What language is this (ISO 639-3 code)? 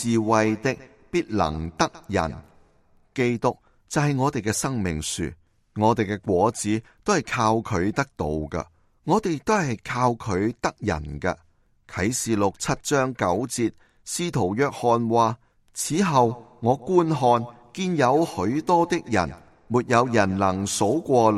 yue